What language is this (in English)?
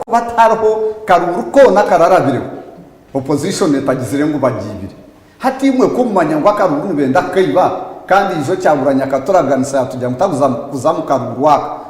Nyankole